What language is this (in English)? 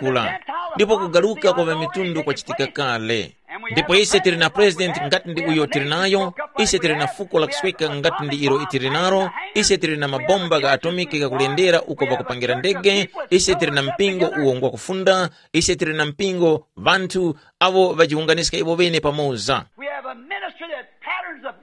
Tumbuka